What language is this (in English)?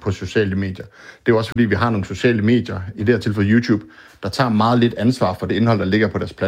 Danish